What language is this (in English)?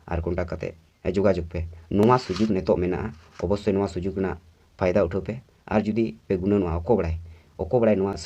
Santali